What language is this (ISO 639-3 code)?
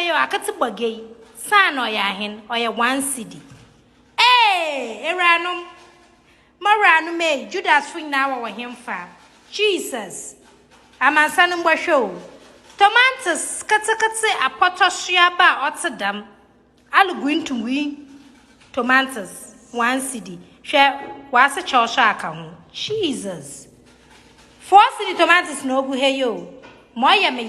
aka